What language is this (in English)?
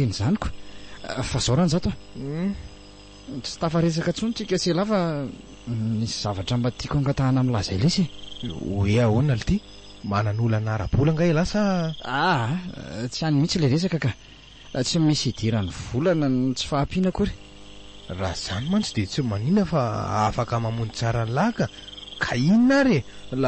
Malagasy